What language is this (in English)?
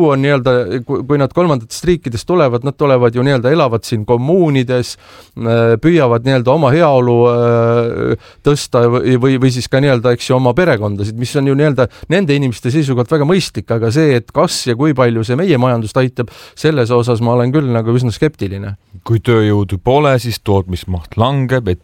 Estonian